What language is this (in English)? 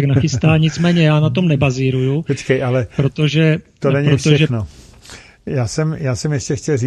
Czech